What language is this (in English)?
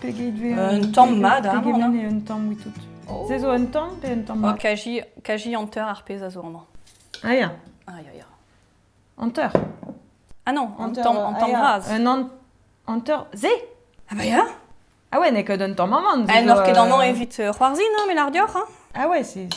Breton